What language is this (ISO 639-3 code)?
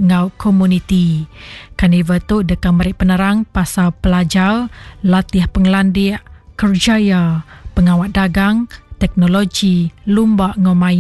iba